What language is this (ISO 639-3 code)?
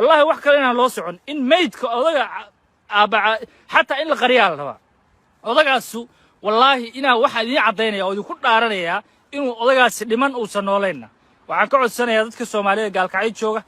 som